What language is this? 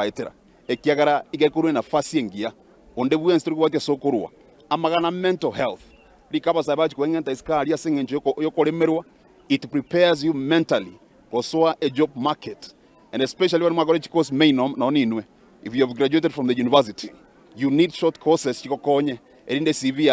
Gusii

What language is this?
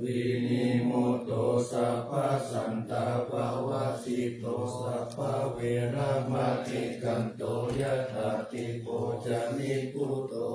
Pali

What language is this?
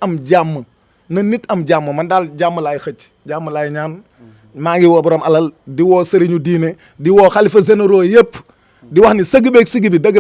Wolof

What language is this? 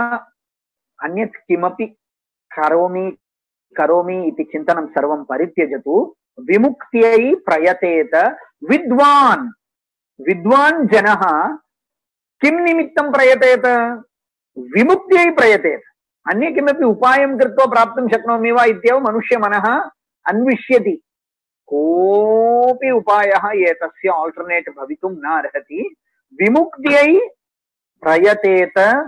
Sanskrit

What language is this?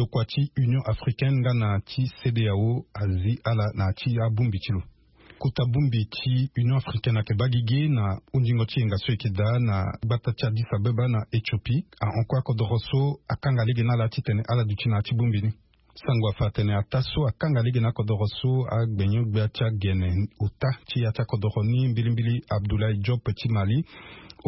Sango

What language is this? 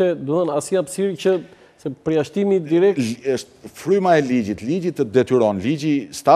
Albanian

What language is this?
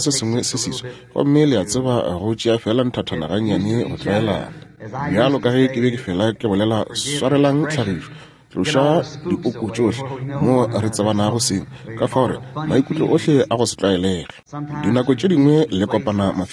Northern Sotho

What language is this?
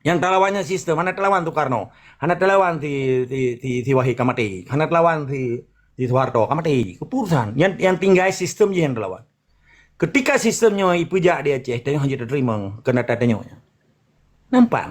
Achinese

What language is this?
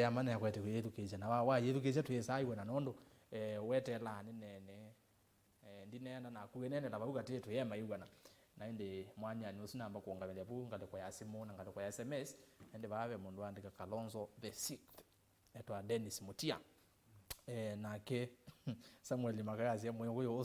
Kamba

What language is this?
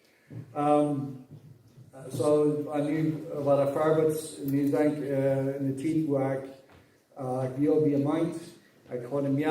Plautdietsch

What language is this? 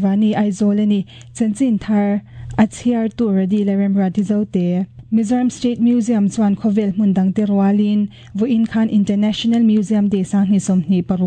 Mizo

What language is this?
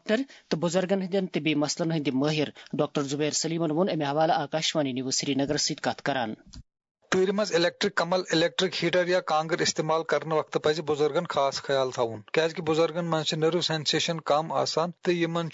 Kashmiri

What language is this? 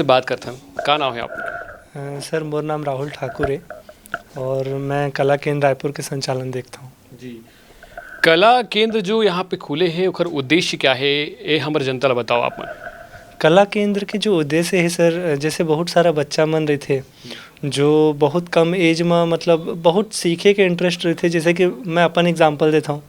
Chhattisgarhi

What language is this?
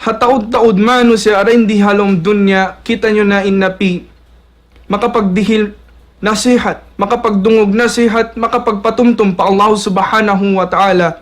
Tausug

